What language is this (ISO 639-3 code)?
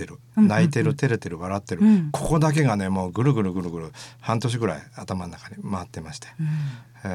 jpn